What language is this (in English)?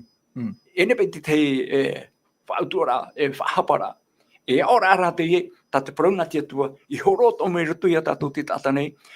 Tahitian